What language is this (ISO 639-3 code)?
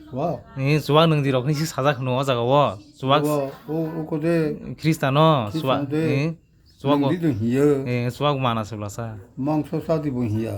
trp